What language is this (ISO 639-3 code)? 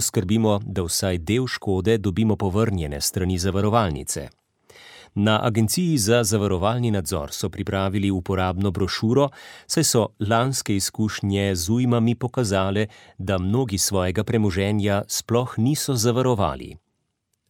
slv